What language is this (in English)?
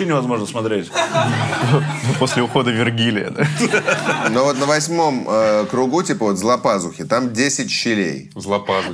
Russian